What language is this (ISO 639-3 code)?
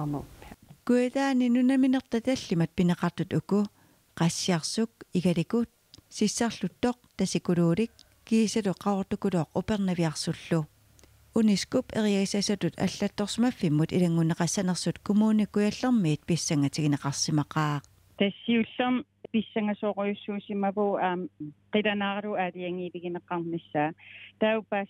kal